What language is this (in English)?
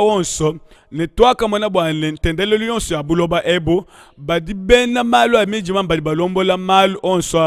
Luba-Lulua